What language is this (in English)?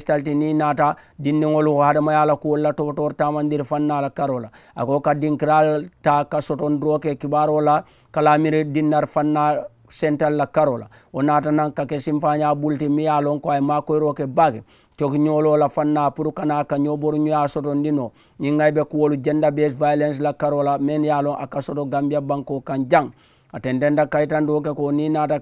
Mandingo